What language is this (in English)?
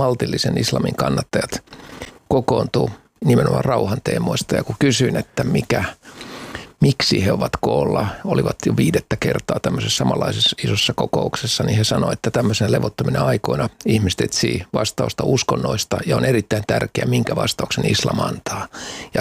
Finnish